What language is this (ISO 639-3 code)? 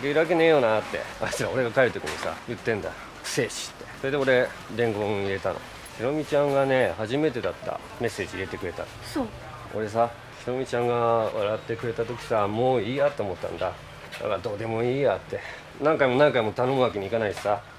jpn